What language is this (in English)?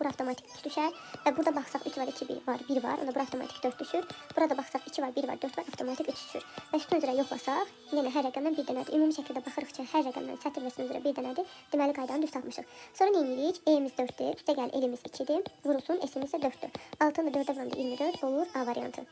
Azerbaijani